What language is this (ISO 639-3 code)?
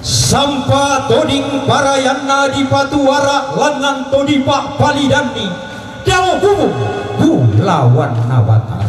sda